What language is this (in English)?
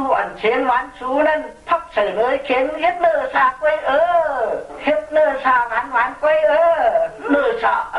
Shan